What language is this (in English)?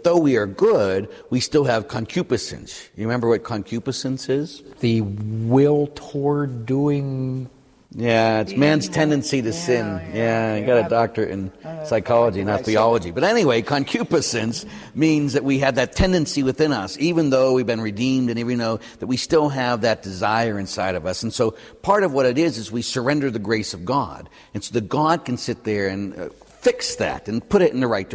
English